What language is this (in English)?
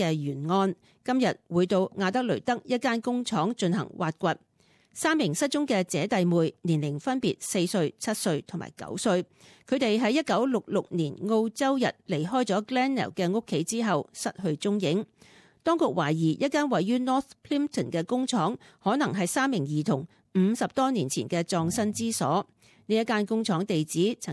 Cantonese